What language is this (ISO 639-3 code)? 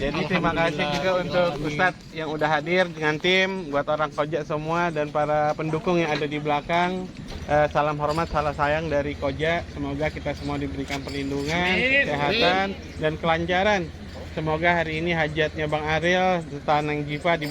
bew